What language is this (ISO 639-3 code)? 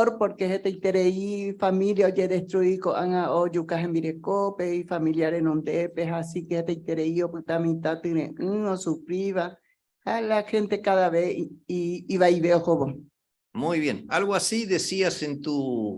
grn